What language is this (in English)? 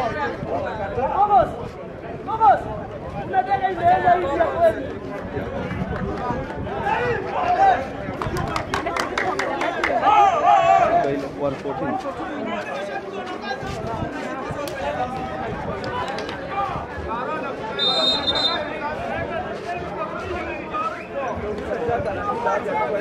Swahili